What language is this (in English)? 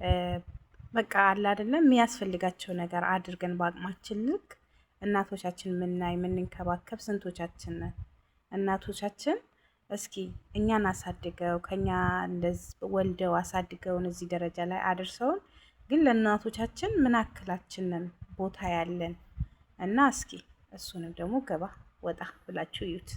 Amharic